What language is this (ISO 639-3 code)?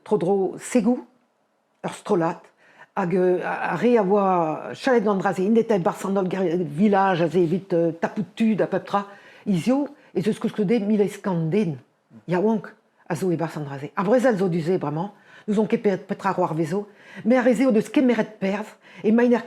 bre